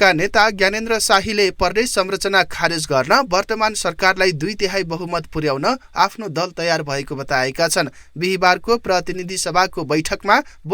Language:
Nepali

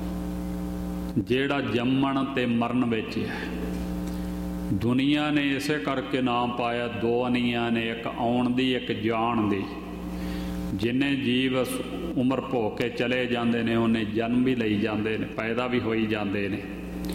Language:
Punjabi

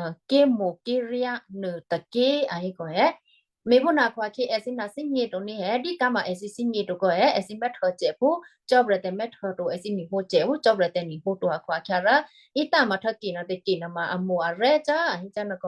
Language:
Western Kayah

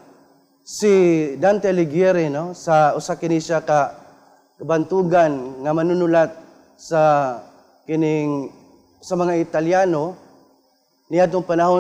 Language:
Cebuano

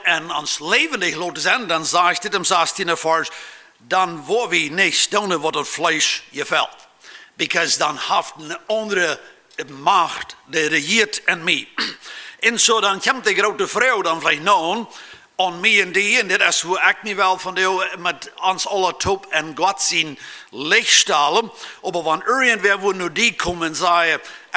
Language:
Plautdietsch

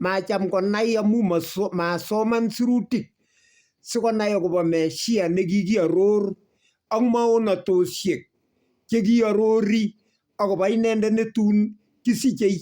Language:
Kalenjin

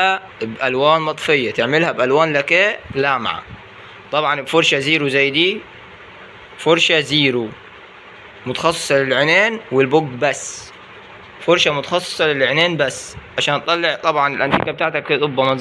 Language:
Egyptian Arabic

